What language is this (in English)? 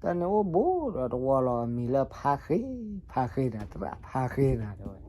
S'gaw Karen